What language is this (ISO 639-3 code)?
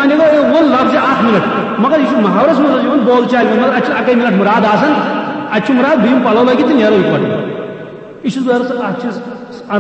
kas